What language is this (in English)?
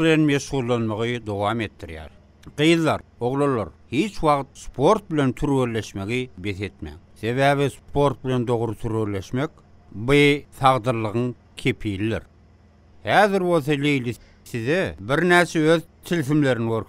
Turkmen